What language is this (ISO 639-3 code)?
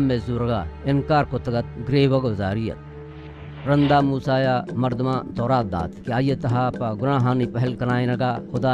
bal